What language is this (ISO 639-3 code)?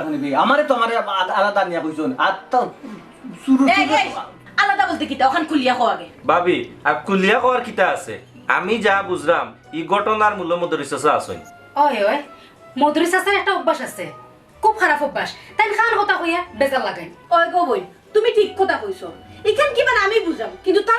syl